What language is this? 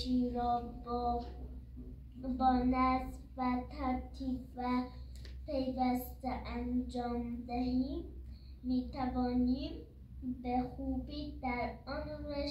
Persian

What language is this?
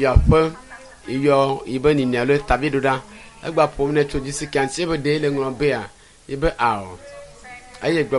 Ewe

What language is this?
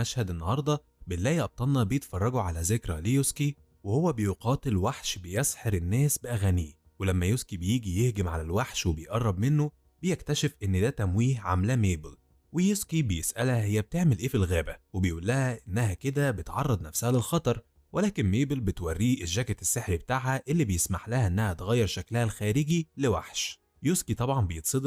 Egyptian Arabic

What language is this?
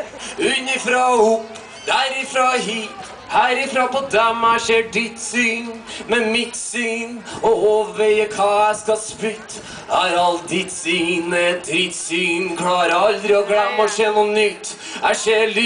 Norwegian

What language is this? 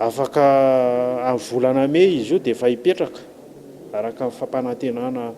Malagasy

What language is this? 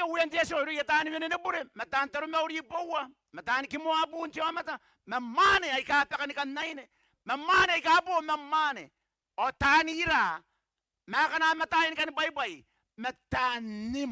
Gilbertese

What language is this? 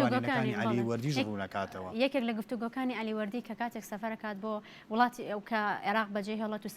Central Kurdish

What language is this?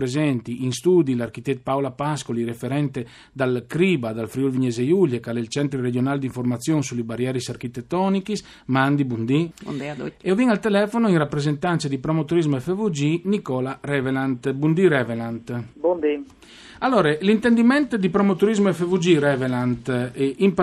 Friulian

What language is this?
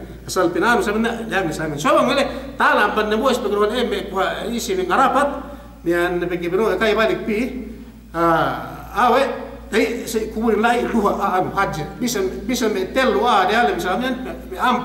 Yakan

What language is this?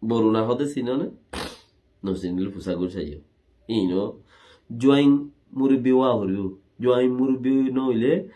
Rohingya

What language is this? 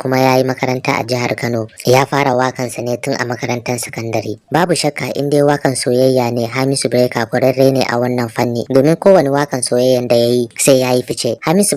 Hausa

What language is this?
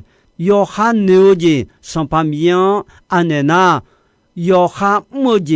Akha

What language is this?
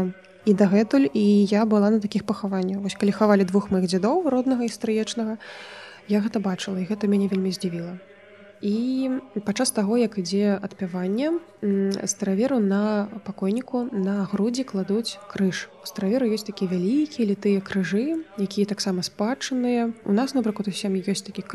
Belarusian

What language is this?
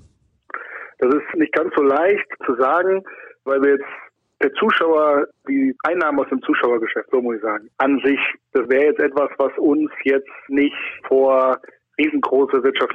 German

